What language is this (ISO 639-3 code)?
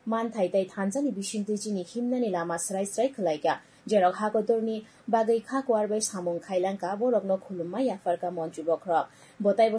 trp